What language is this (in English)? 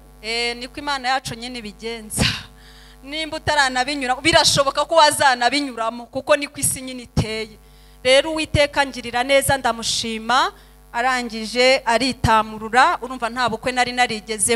Kinyarwanda